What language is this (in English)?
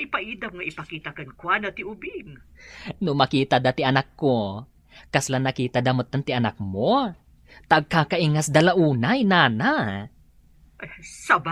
Iloko